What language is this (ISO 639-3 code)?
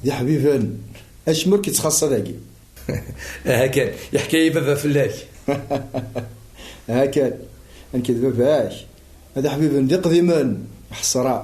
kab